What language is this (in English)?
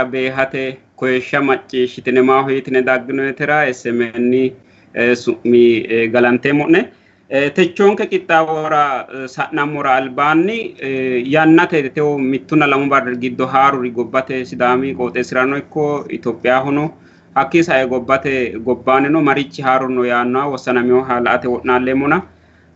Sidamo